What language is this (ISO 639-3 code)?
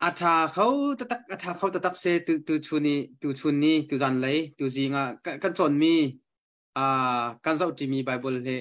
cnh